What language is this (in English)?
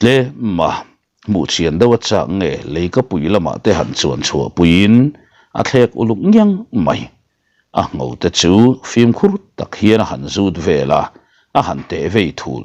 Mizo